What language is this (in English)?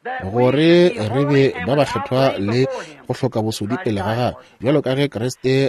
Northern Sotho